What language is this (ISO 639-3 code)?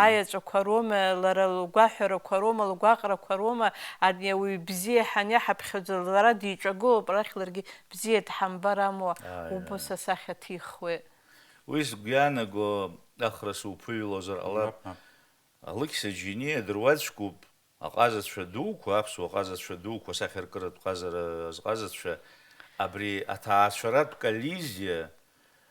abk